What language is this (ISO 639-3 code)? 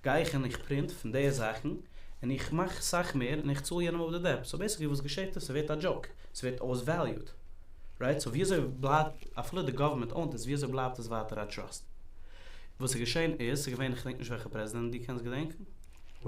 yid